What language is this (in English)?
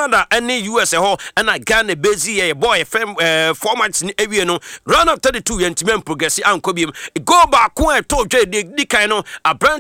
Akan